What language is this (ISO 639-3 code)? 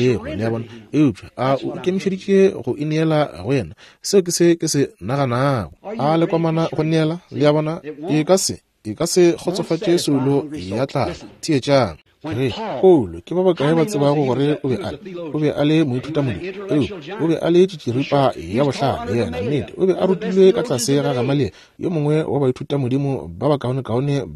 nso